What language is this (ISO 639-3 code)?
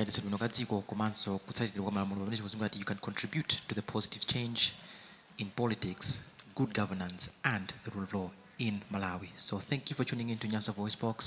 nya